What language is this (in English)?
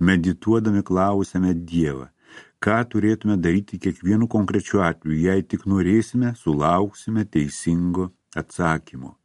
Lithuanian